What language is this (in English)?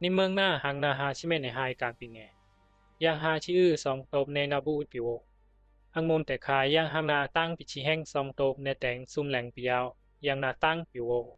Bisu